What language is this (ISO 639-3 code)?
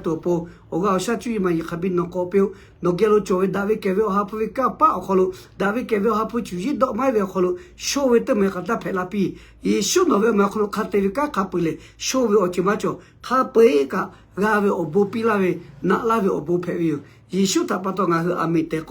lhu